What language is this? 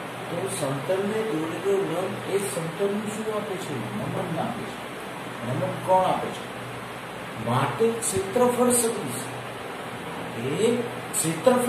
Gujarati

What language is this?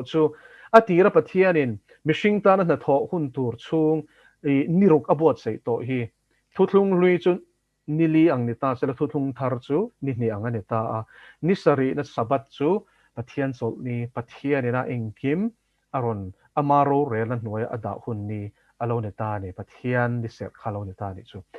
Mizo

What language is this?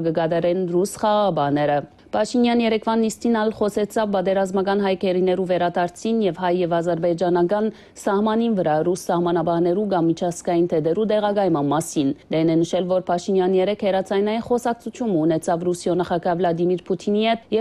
Western Armenian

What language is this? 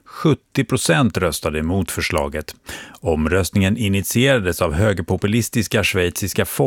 Swedish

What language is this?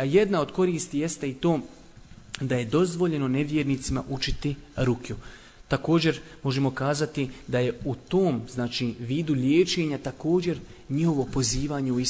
Bosnian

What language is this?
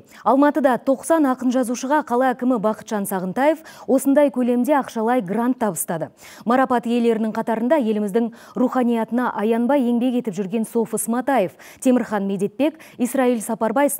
Kazakh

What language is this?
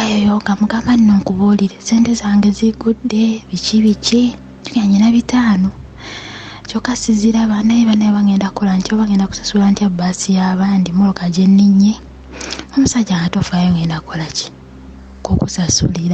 Ganda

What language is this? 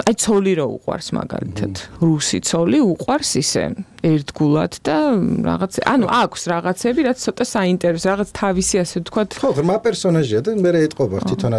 Georgian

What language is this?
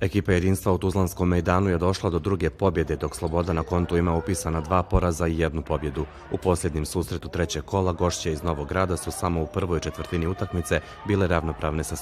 Bosnian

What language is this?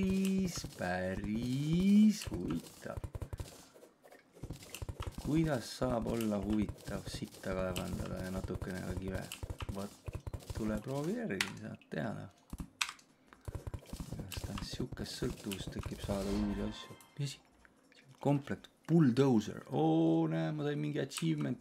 Estonian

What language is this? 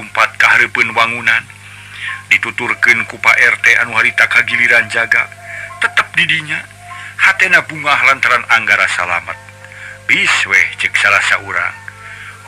Sundanese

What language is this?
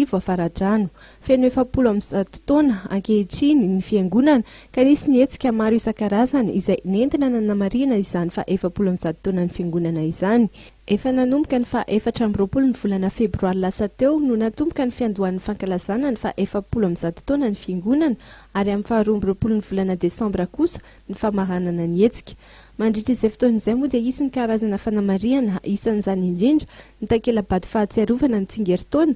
Malagasy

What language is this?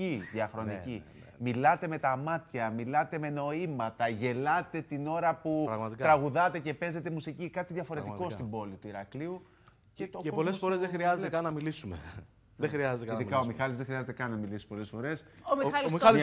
Greek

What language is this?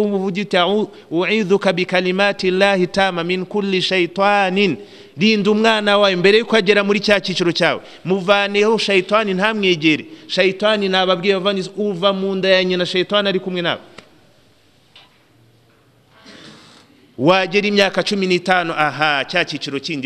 Kinyarwanda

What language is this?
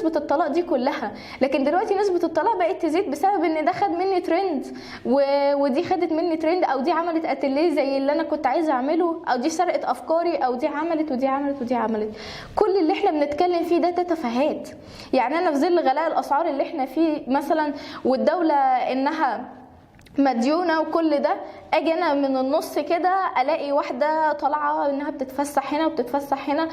Egyptian Arabic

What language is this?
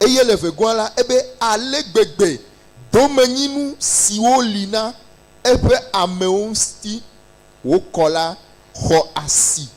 Ewe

